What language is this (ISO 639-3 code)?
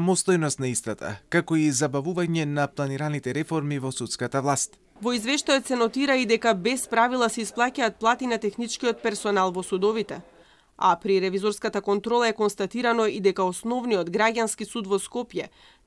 mkd